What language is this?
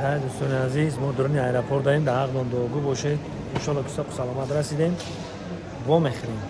Tajik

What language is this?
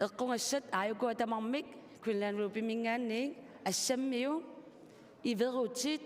Kalaallisut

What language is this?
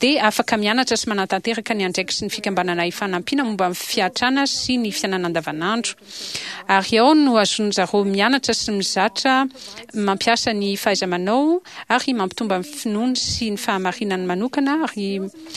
Malagasy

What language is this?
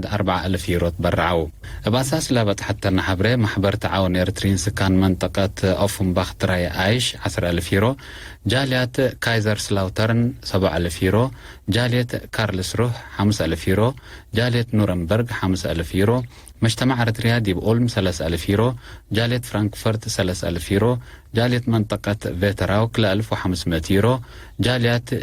Tigre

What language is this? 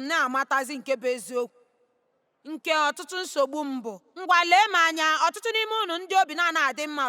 Igbo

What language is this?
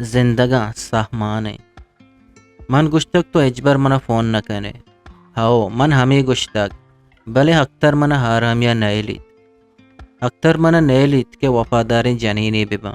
Eastern Balochi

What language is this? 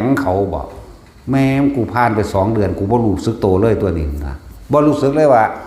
Northeastern Thai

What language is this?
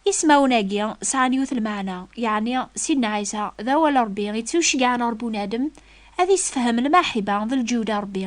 Kabyle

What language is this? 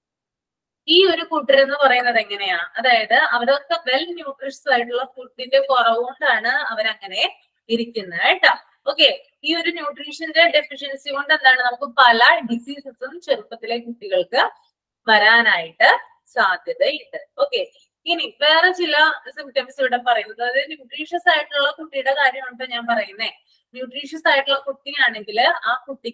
Malayalam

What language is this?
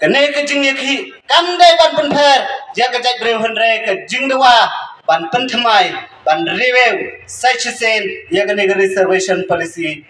Khasi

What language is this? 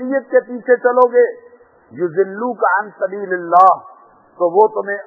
Urdu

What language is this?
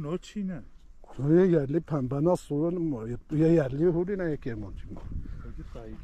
Kurdish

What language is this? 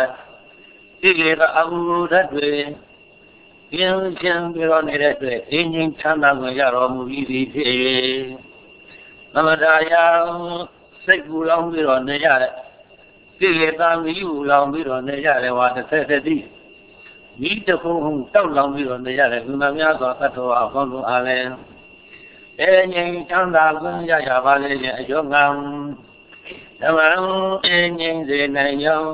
Burmese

